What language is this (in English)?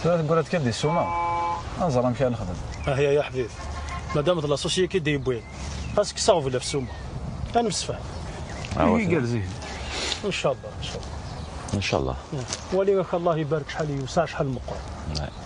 Kabyle